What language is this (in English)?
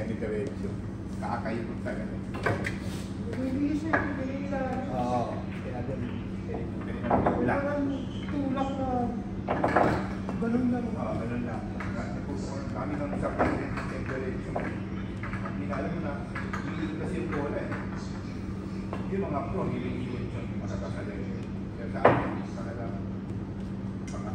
Filipino